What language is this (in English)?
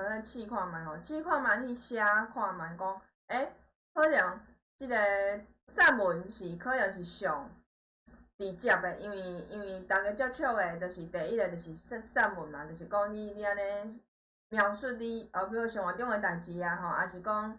Min Nan Chinese